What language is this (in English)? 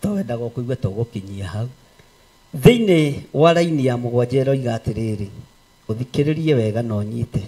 Kikuyu